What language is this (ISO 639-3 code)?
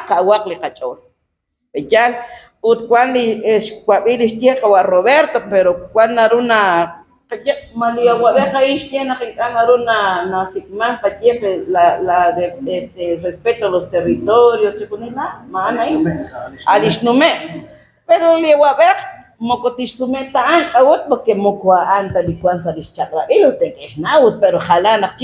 kek